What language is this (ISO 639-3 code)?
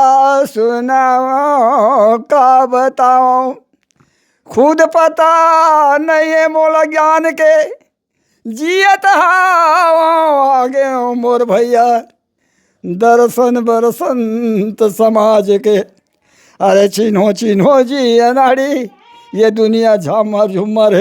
hne